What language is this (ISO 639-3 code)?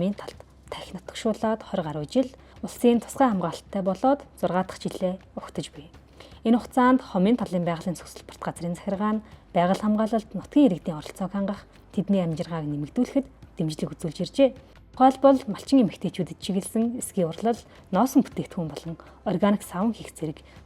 mon